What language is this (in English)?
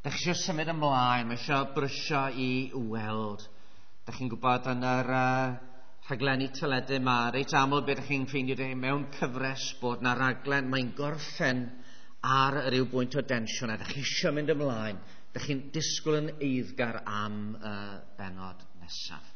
Welsh